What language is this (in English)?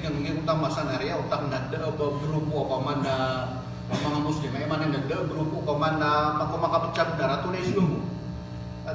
Maranao